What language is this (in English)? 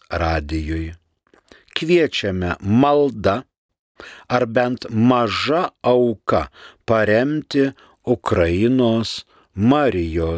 Lithuanian